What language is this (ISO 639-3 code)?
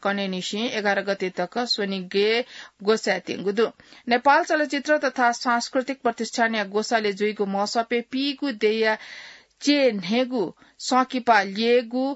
new